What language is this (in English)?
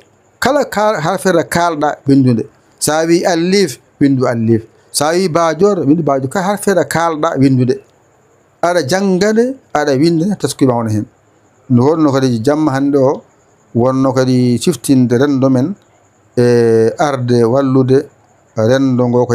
Fula